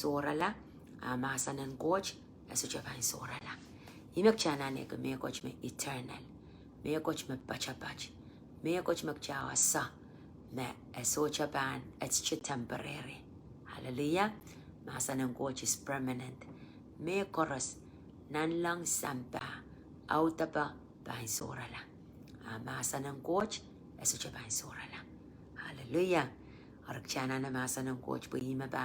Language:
Pohnpeian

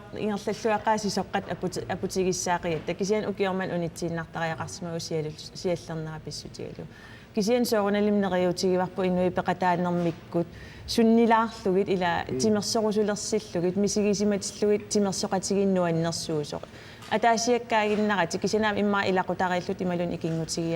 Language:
Kalaallisut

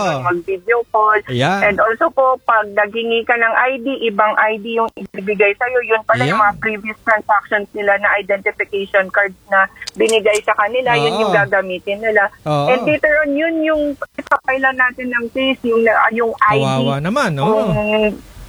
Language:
Filipino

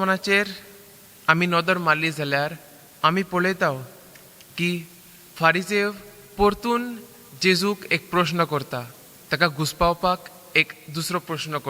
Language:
Konkani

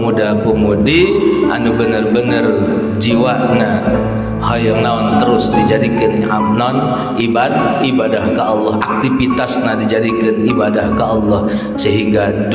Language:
Sundanese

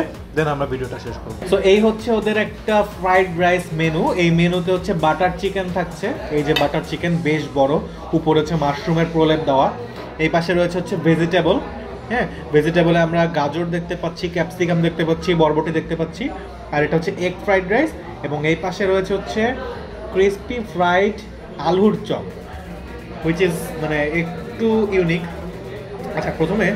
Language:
Bangla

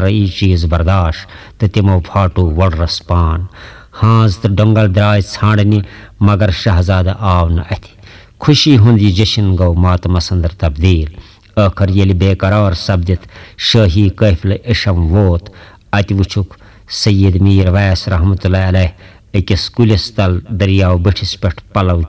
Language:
Kashmiri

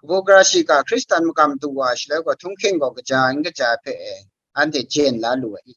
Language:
Kachin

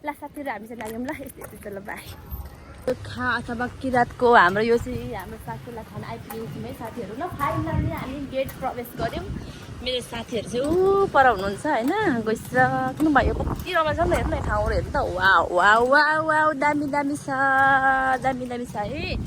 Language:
Nepali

